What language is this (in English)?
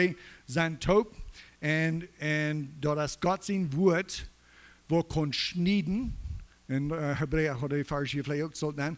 Plautdietsch